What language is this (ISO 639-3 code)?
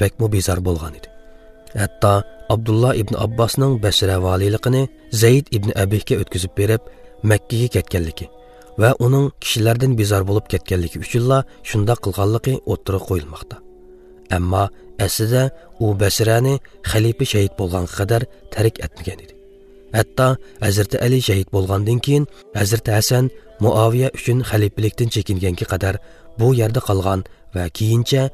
uig